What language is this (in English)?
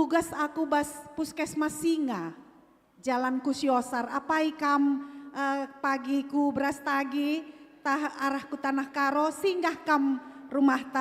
Batak Karo